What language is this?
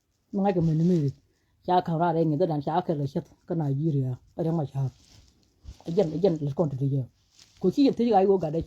Nuer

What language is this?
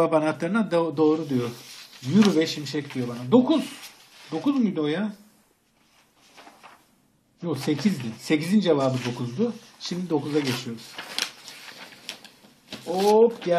Turkish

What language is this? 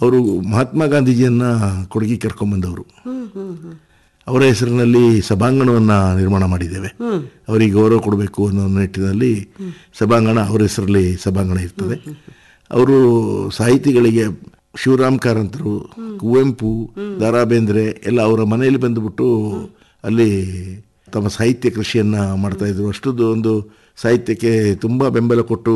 Kannada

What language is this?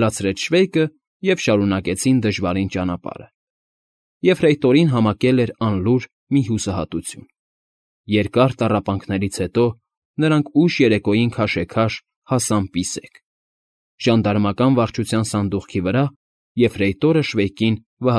Armenian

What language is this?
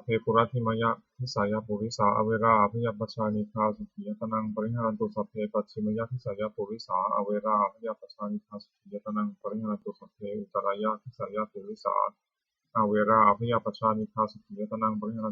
Pali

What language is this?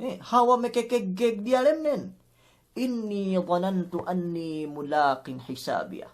Yakan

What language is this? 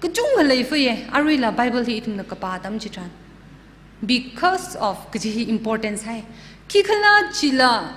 Tangkhul Naga (India)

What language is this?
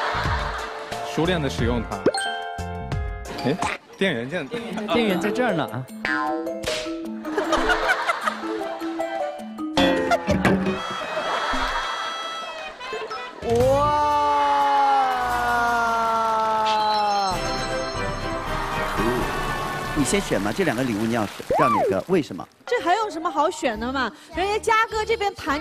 Chinese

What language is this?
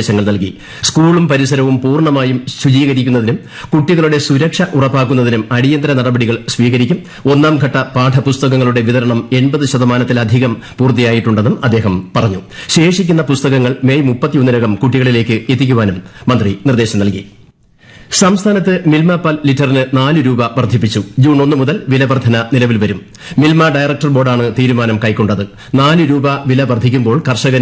Malayalam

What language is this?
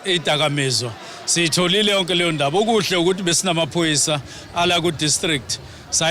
Zulu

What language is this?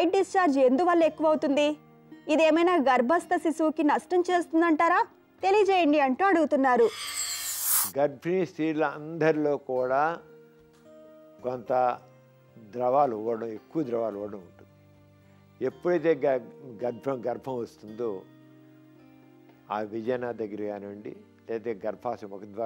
Telugu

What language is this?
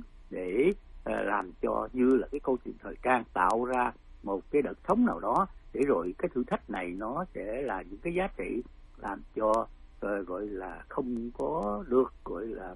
Vietnamese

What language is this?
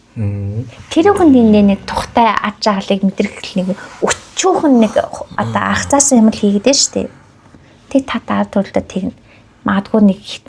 Mongolian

